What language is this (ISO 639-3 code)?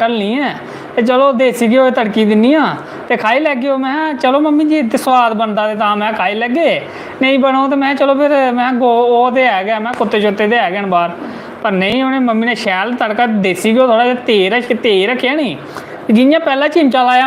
doi